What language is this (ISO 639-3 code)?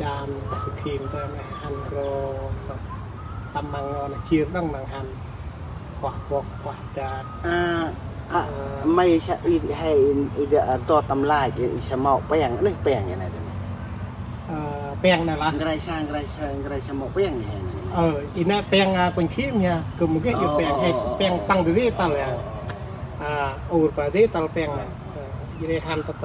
cmo